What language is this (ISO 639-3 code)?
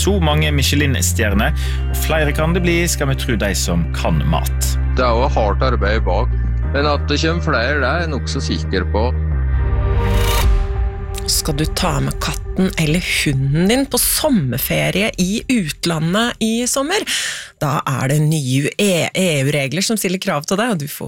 nor